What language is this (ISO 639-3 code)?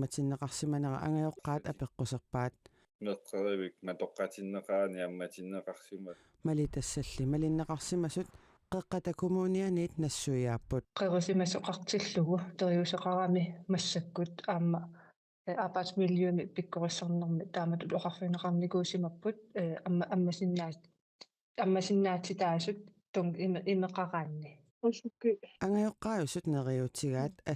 kal